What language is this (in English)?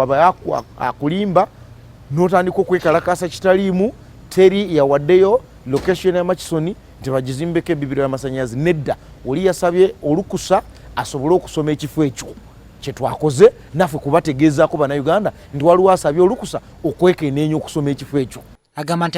Ganda